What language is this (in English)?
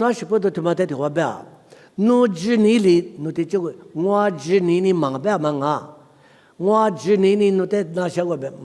Lisu